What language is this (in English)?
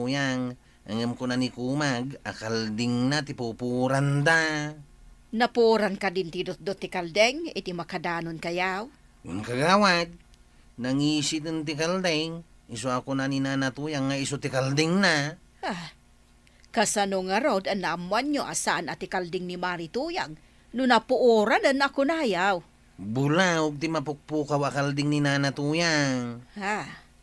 Iloko